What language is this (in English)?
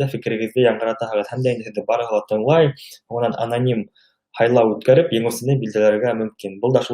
Bashkir